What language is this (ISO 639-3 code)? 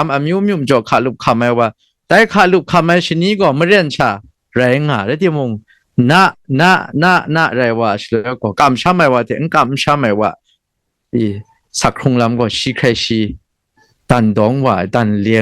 kac